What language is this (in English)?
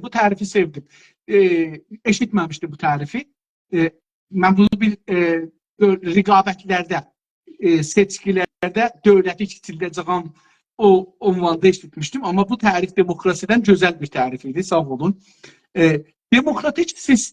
South Azerbaijani